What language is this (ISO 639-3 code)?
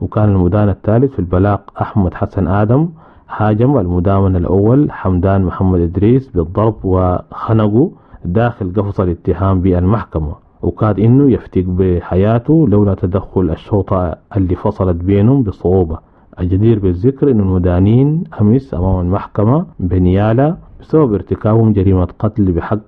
apd